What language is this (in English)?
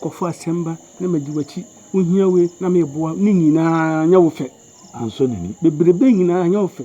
Akan